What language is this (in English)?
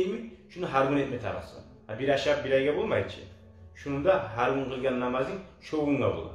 Kumyk